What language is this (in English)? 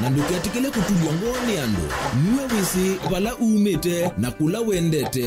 Kamba